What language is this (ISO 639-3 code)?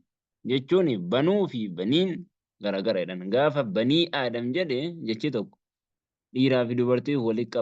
orm